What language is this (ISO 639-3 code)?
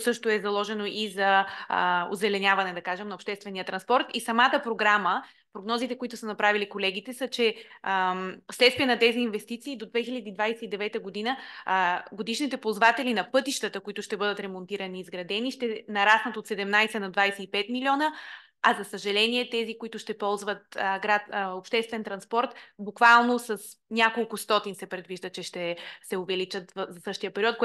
bul